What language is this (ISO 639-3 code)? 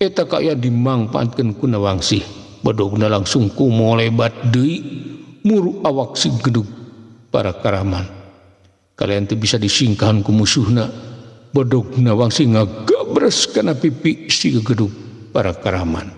sun